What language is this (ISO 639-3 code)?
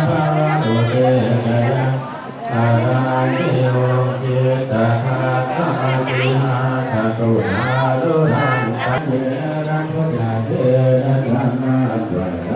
pli